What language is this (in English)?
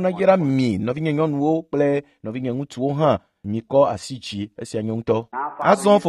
Ewe